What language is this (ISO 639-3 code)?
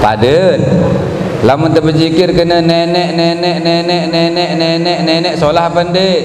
sas